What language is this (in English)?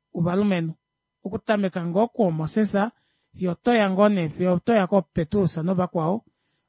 Kuanyama